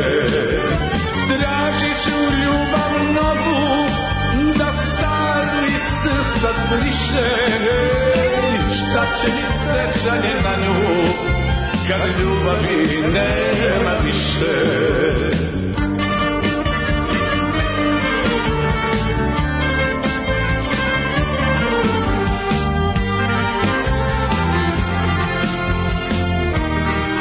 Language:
Serbian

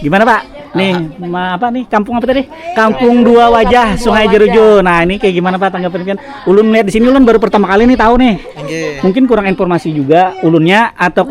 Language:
Banjar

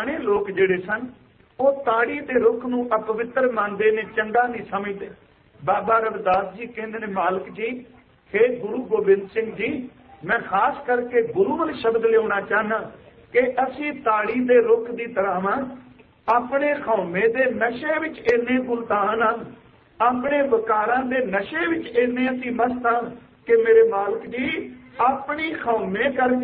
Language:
Punjabi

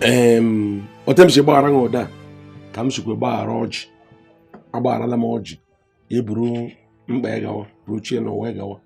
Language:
Igbo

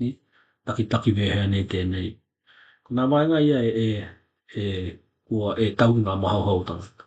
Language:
Tokelau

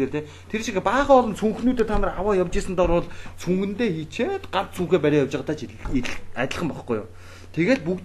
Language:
Mongolian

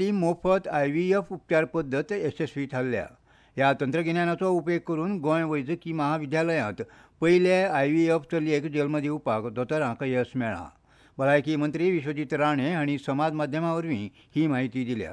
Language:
Konkani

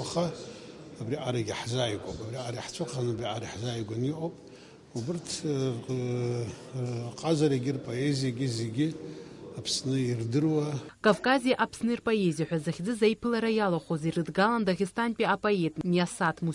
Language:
Abkhazian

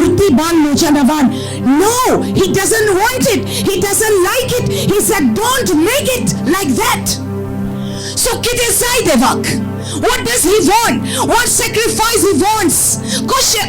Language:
Konkani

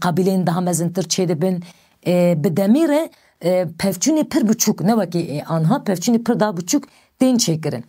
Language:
Kurdish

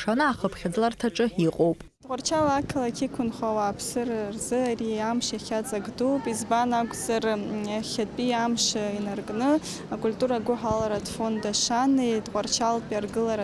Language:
Abkhazian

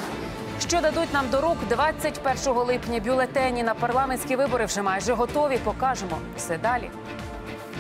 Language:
Ukrainian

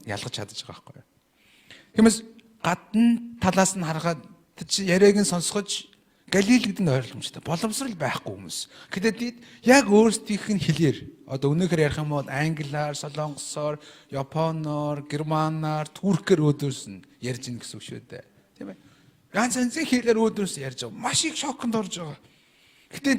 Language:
Mongolian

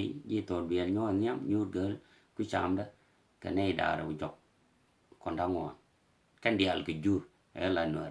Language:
Nuer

